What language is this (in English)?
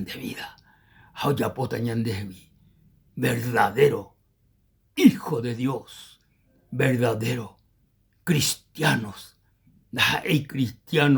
Guarani